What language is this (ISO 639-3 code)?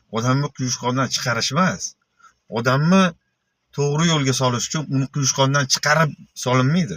uzb